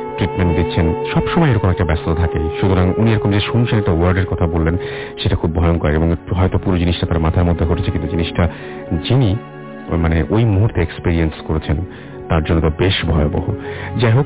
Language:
Bangla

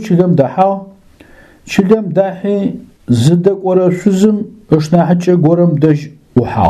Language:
Adyghe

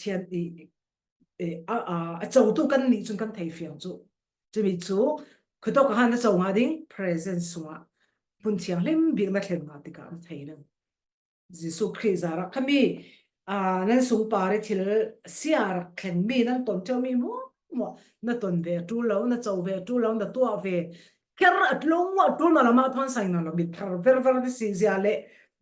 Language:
Falam Chin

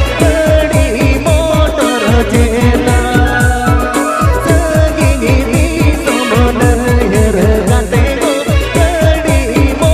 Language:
Santali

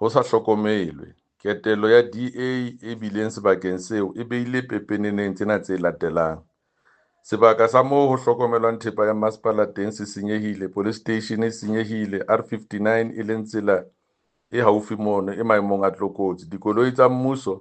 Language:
Southern Sotho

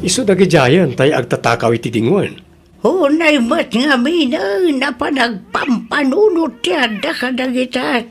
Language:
Iloko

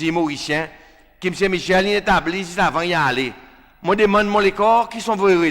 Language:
Seselwa Creole French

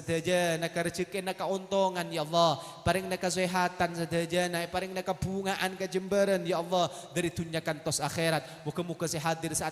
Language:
Madurese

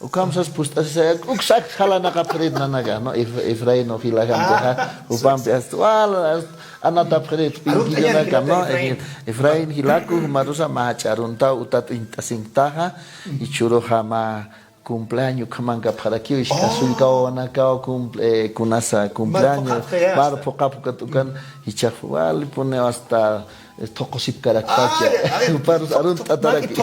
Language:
Aymara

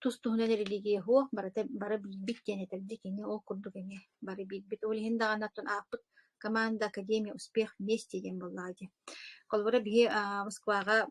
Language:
Yakut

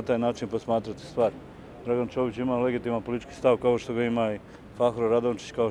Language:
Bosnian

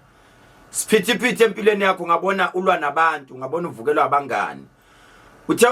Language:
Zulu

